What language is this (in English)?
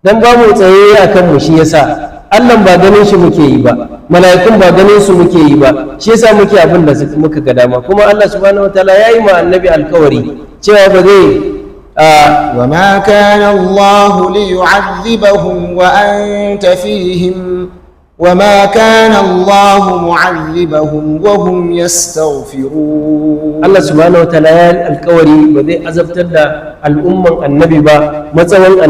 Hausa